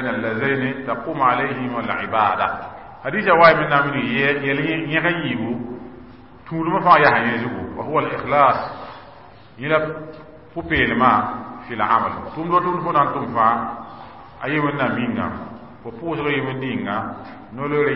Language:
Mossi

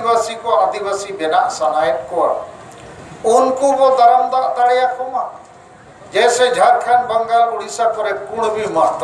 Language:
Santali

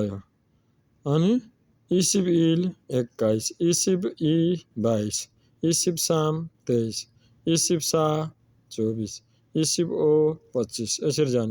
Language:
Nepali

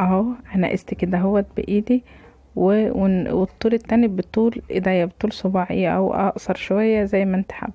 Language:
Egyptian Arabic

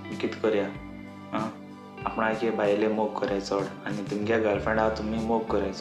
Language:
Konkani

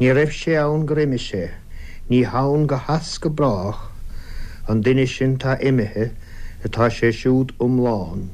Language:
Irish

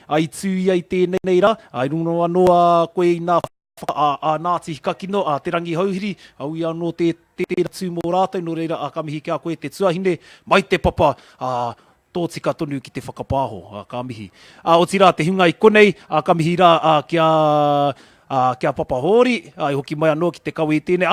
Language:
Māori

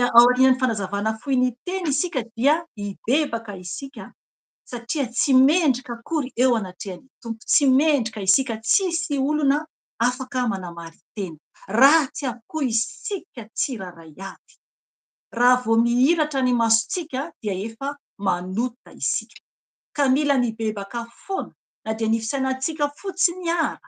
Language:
Malagasy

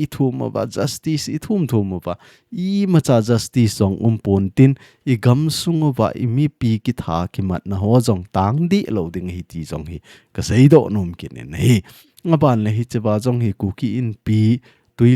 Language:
Thado Chin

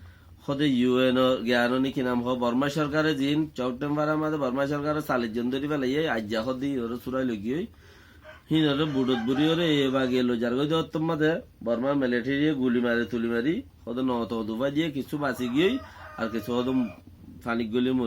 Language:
Rohingya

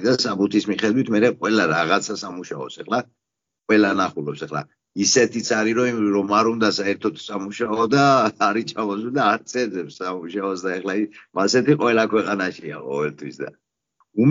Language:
Georgian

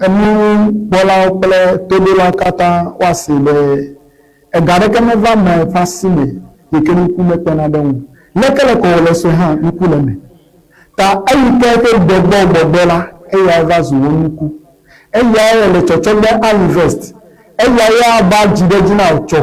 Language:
Ewe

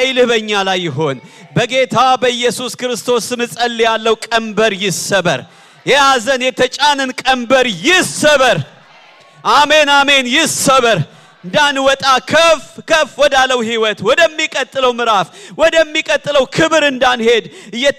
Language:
Amharic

